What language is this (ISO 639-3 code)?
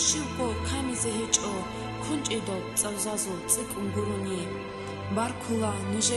ava